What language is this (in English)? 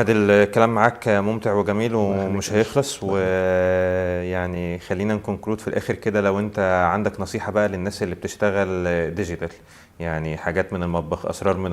Egyptian Arabic